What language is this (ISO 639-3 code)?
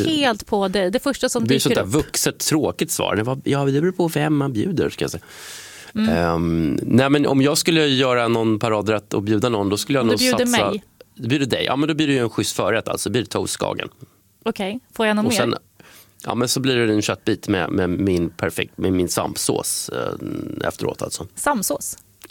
swe